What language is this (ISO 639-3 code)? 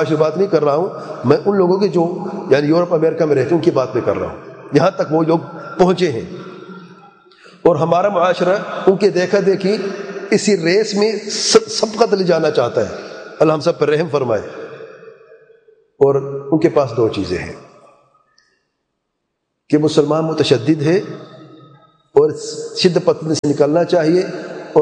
urd